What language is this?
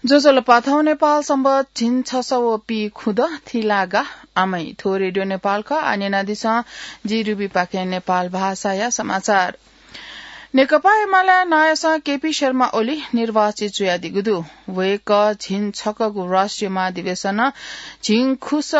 Newari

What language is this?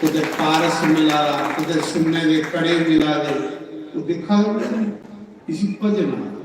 Dogri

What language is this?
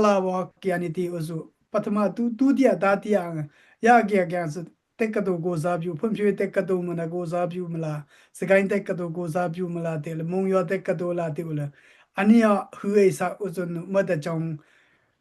Dimasa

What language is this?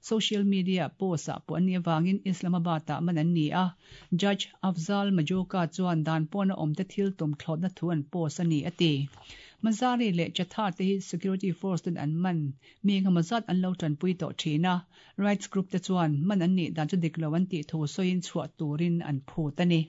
Mizo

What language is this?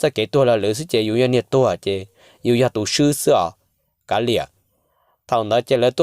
Hmong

